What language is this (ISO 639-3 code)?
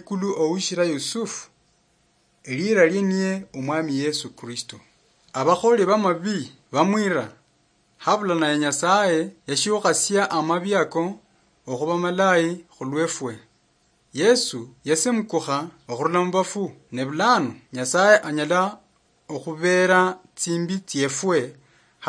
luy